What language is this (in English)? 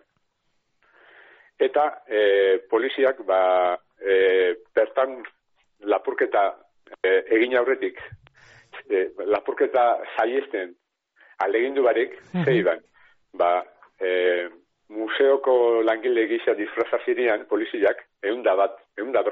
Basque